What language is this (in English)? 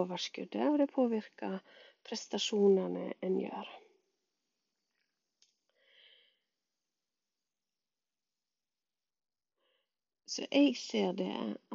Norwegian